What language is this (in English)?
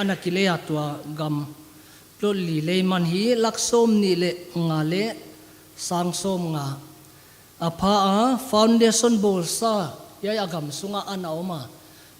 Paite Chin